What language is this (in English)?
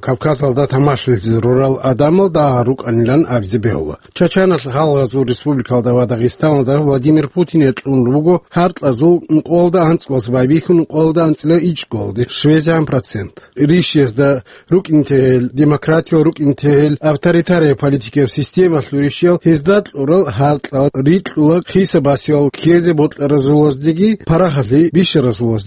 Avaric